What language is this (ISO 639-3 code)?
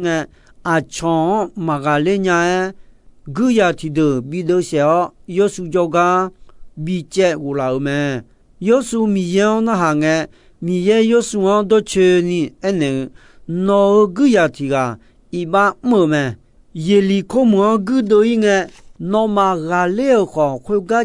ahk